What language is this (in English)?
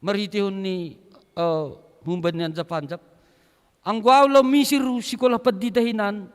Batak Simalungun